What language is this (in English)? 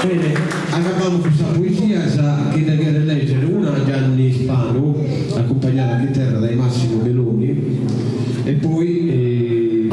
Sardinian